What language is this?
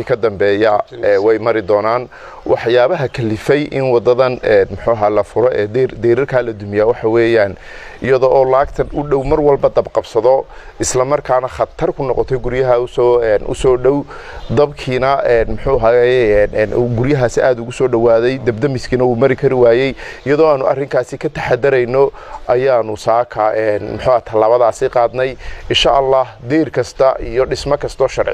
Somali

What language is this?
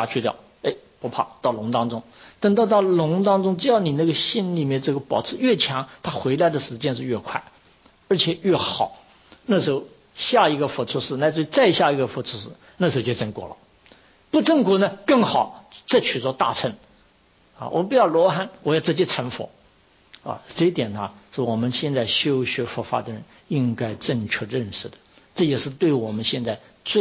Chinese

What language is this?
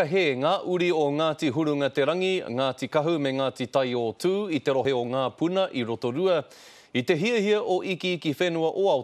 Māori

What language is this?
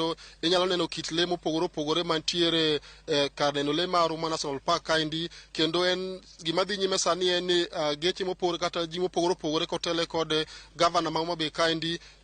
Luo (Kenya and Tanzania)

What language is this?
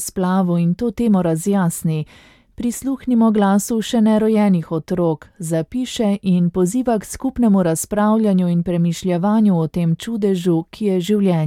Slovenian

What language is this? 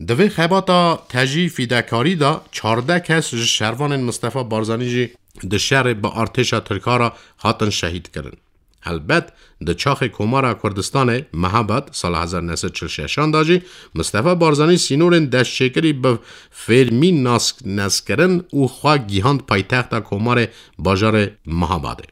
Kurdish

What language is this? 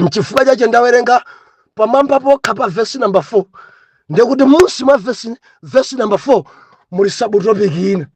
Nyanja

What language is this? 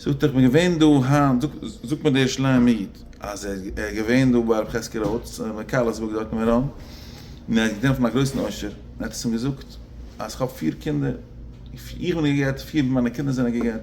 Yiddish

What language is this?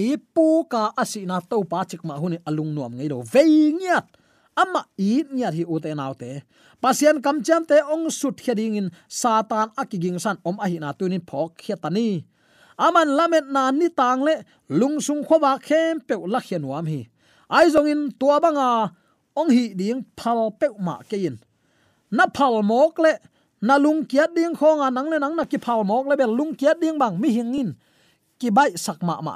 Tedim Chin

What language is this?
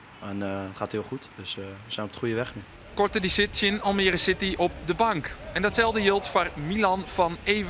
Western Frisian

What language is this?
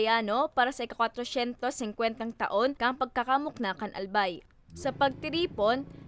Bikol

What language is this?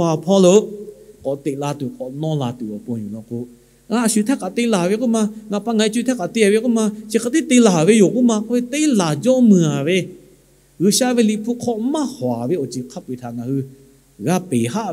Lahu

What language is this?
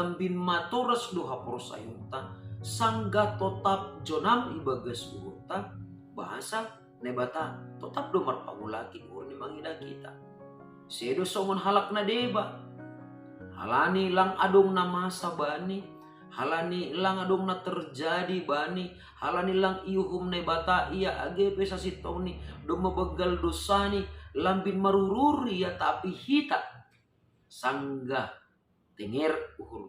Batak Simalungun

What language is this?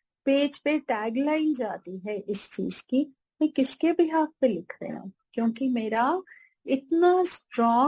Hindi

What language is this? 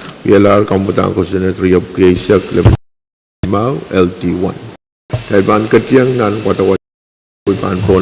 Pohnpeian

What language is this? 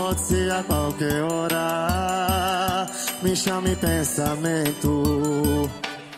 Portuguese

